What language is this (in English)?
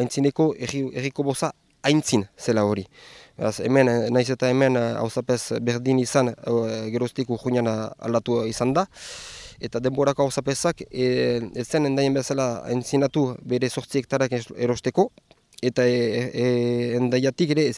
Basque